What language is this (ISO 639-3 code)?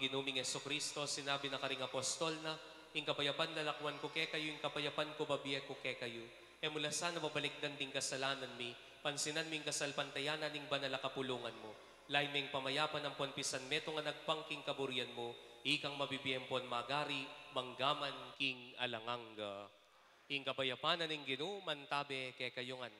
pam